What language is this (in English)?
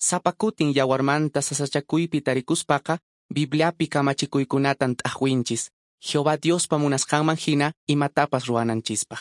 Quechua